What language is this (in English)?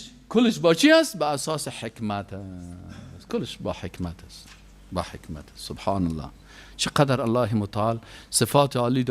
Persian